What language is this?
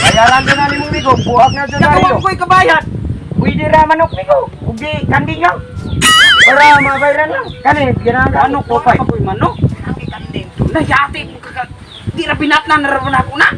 Cebuano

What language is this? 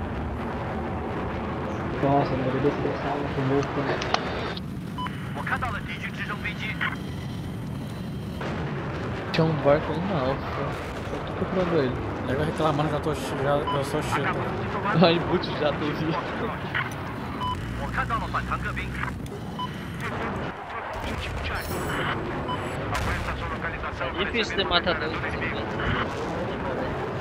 Portuguese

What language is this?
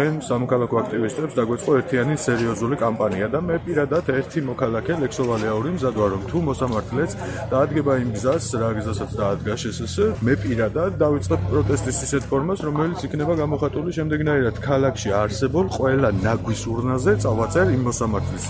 Georgian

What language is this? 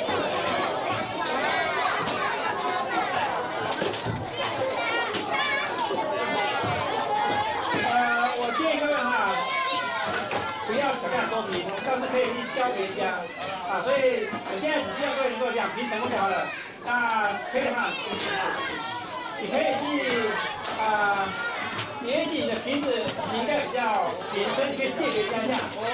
Chinese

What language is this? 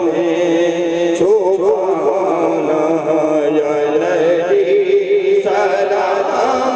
Urdu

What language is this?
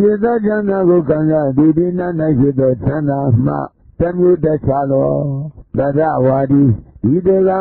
Burmese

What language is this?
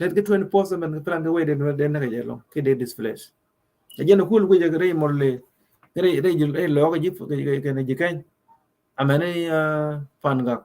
Nuer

